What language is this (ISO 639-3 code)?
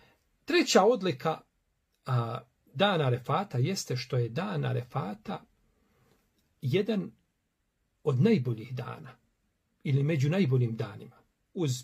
bos